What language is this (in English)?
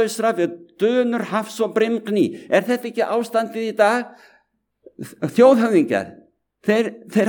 Icelandic